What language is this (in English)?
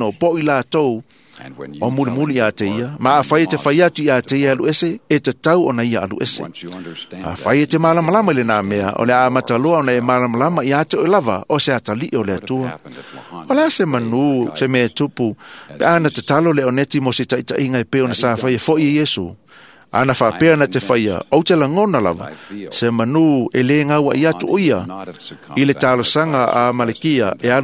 Samoan